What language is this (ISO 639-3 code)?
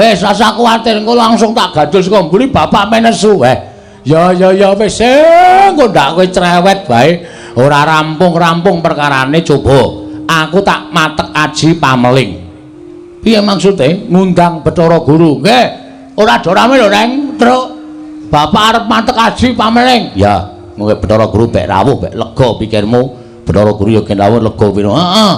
jav